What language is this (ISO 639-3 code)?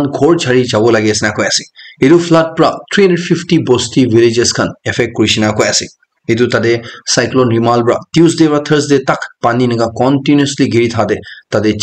nag